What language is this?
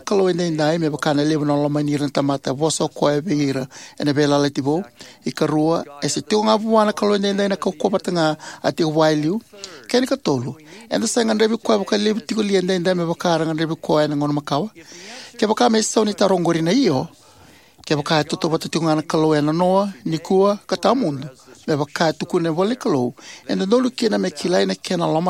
Fijian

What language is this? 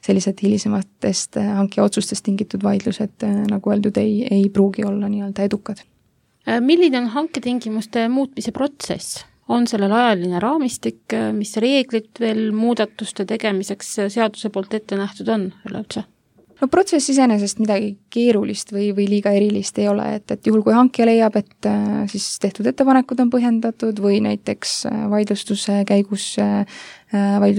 Estonian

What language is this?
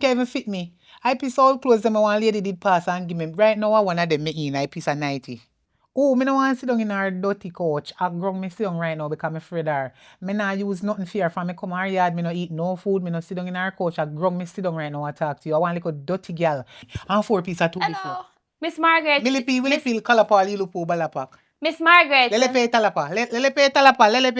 Jamaican Creole English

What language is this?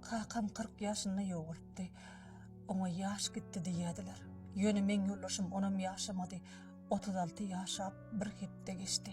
Turkmen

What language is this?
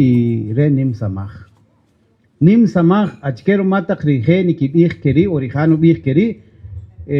Kaqchikel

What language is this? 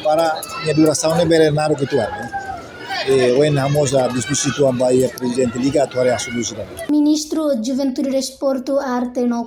Tetum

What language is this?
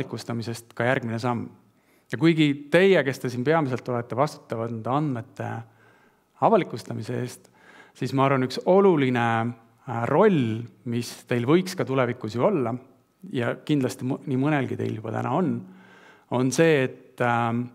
Estonian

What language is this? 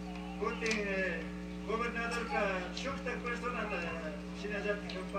Chimborazo Highland Quichua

